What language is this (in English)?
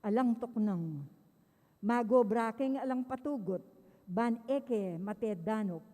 Pampanga